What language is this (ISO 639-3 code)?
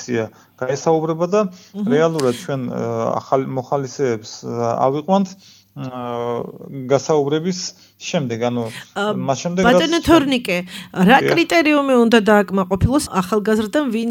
kat